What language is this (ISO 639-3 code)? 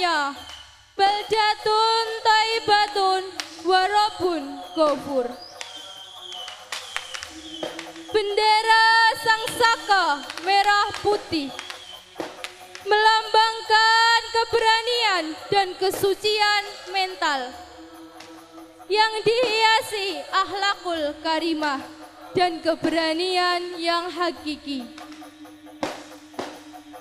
ind